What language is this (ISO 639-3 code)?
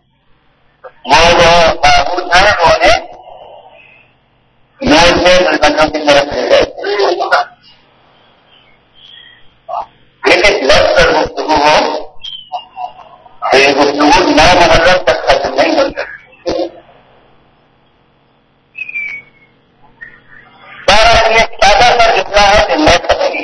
urd